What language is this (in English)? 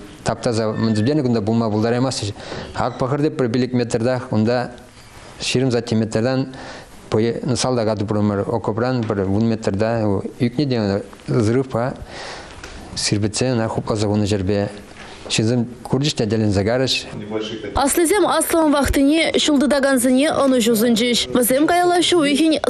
Chuvash